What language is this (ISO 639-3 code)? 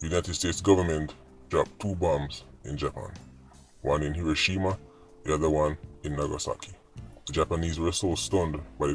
jam